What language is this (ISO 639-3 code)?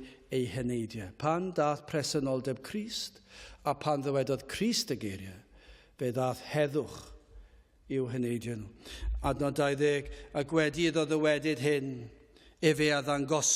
cym